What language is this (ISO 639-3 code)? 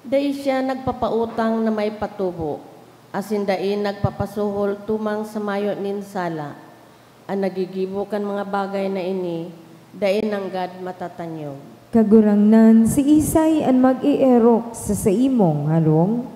bik